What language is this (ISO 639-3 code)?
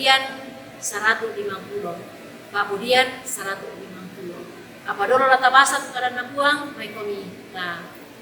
sda